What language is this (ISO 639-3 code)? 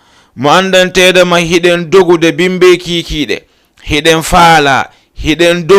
ful